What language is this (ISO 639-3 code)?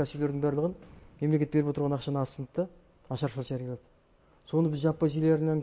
kaz